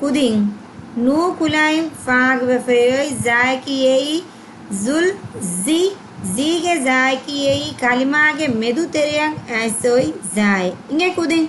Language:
Divehi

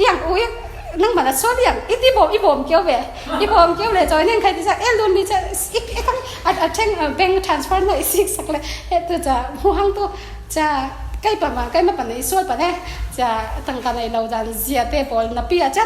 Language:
Falam Chin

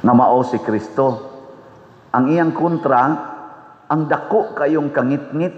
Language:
Cebuano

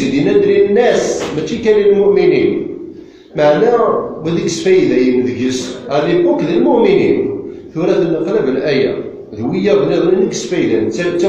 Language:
Kabyle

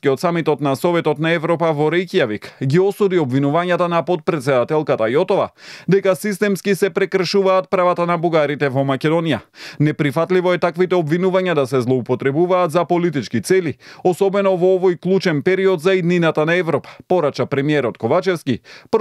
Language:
Macedonian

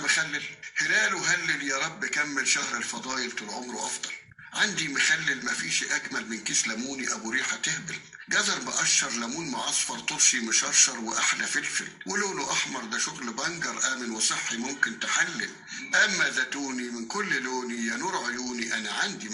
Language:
Egyptian Arabic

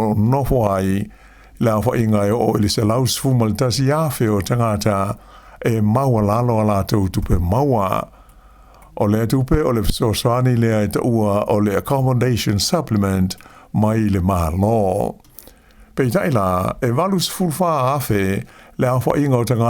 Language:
Samoan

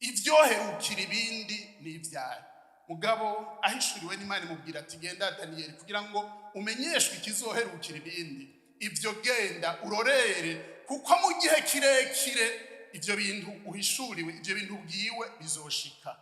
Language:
Rundi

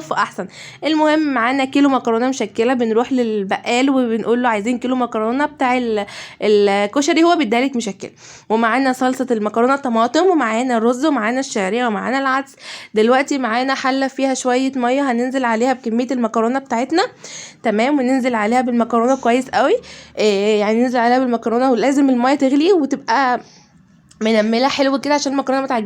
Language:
Egyptian Arabic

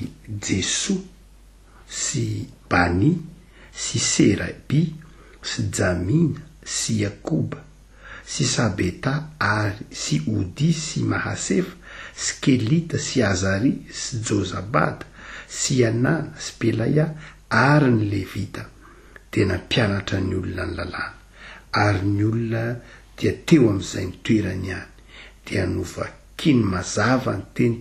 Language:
Malagasy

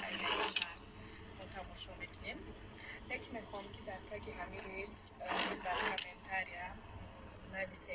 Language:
Tajik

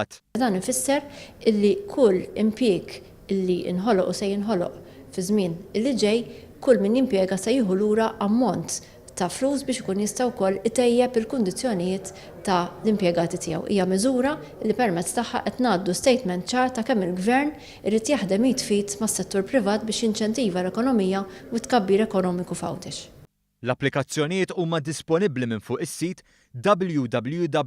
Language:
Maltese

